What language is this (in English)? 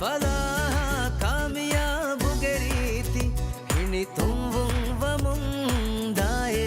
Divehi